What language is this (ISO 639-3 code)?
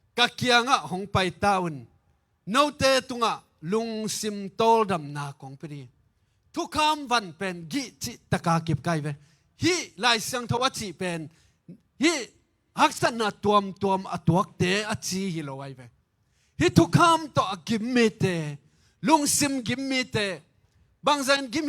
ctd